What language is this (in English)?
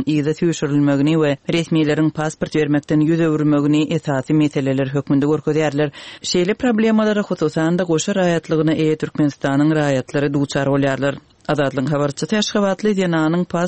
Turkmen